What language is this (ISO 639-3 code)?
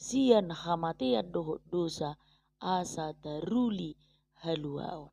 bbc